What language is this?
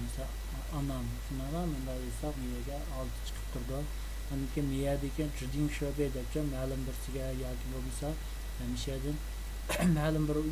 Uyghur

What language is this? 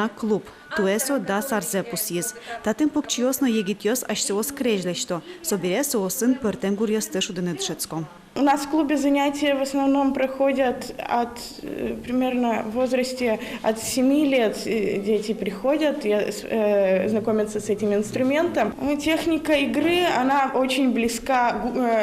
Udmurt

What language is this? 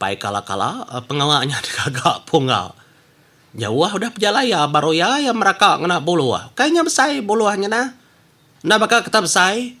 Iban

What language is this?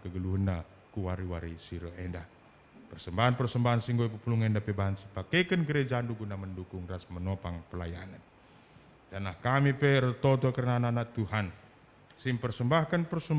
Batak Karo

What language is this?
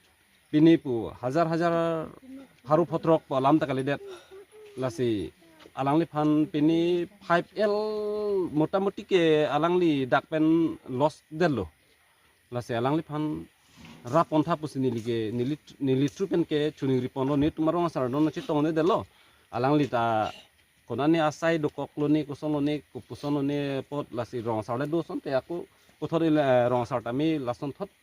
Karbi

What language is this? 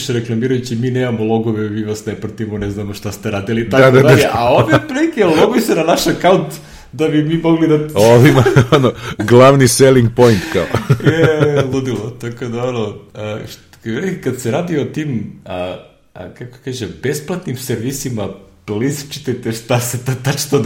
Serbian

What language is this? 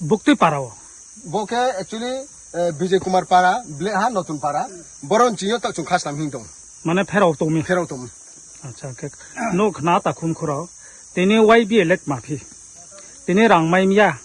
Riang (India)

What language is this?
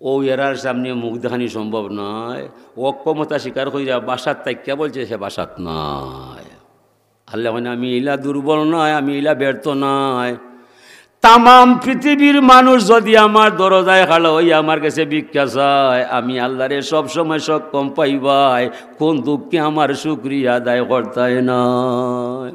Sylheti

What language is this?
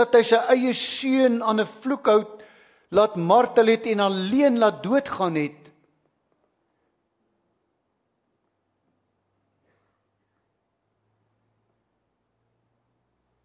Afrikaans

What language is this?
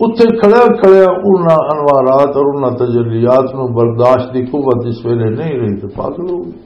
Western Panjabi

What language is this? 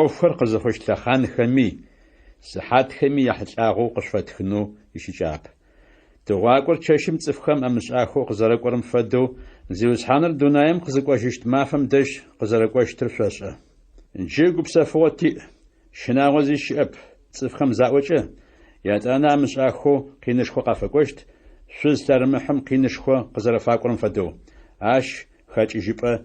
Adyghe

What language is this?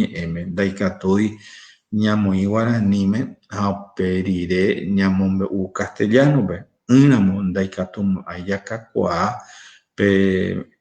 Guarani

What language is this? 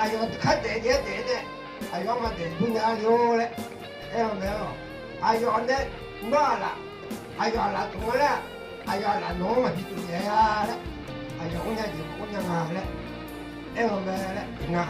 Akha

